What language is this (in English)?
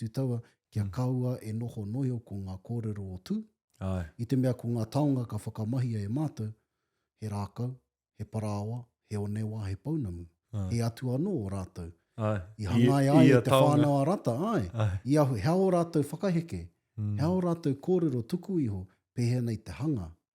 Māori